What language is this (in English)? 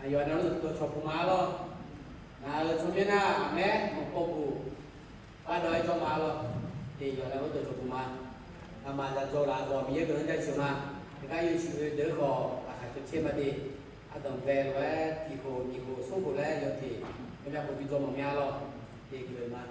Akha